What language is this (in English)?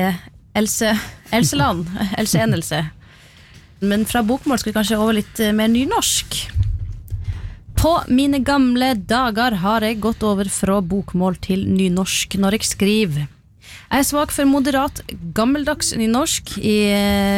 Norwegian